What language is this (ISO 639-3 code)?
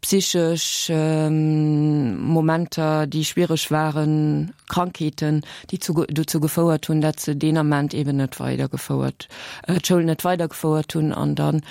ltz